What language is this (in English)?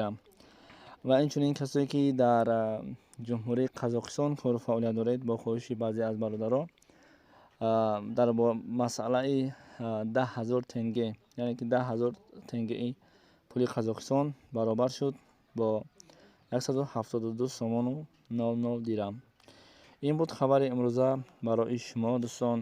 Tajik